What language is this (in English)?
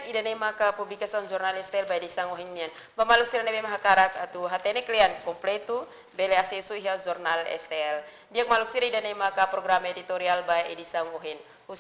Tetum